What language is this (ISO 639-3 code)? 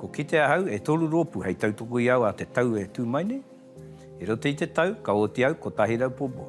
mri